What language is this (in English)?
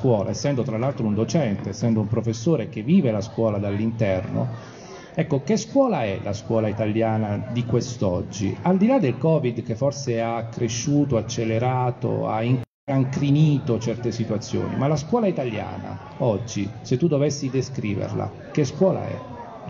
Italian